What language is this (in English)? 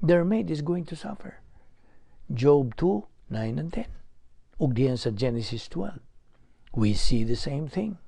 Cebuano